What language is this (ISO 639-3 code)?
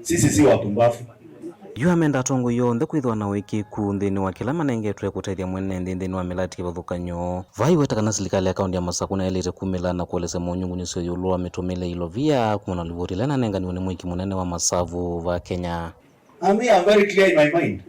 kam